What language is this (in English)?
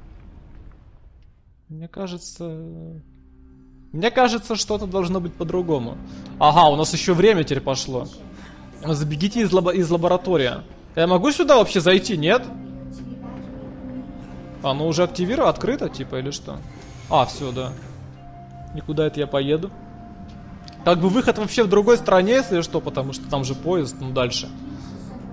Russian